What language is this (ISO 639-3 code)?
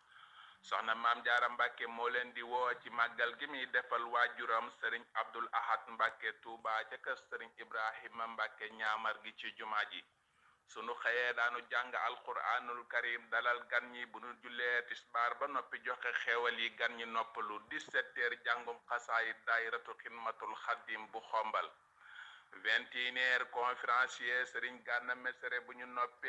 wol